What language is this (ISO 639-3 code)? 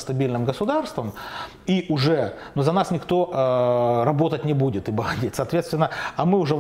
rus